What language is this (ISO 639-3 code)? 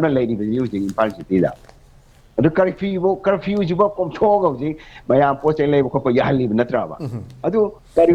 mni